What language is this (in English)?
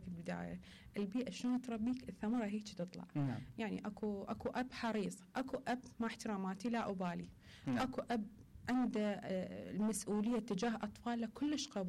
Mesopotamian Arabic